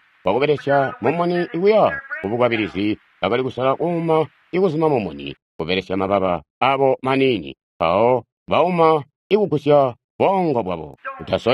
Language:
Tonga (Zambia)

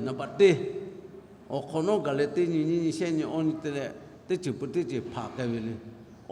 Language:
Lahu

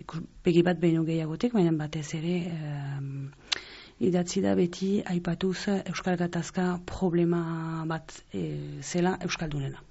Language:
Basque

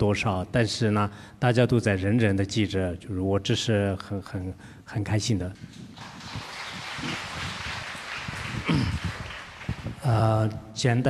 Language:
Chinese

